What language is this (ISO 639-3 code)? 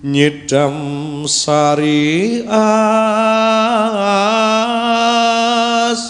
jav